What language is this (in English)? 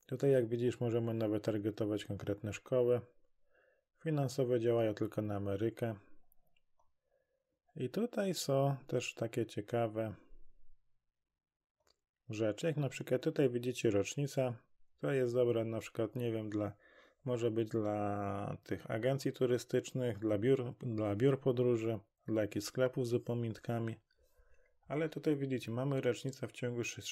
Polish